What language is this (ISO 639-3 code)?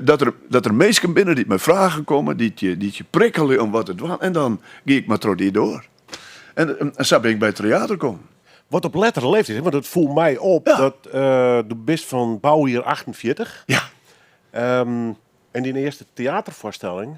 fry